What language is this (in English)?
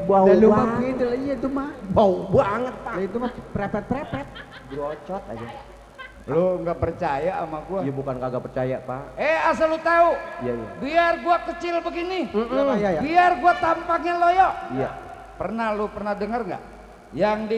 Betawi